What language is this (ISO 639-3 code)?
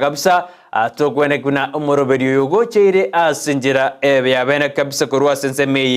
guz